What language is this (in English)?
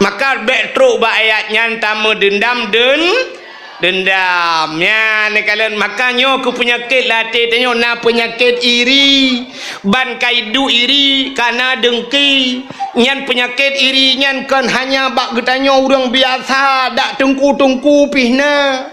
Achinese